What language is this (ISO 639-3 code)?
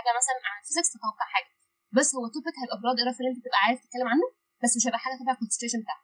arz